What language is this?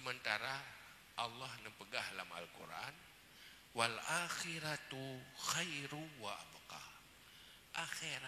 Achinese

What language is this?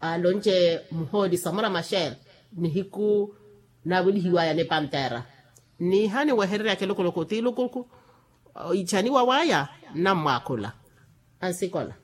Makhuwa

